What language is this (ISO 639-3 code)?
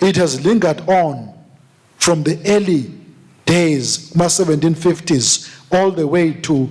ssw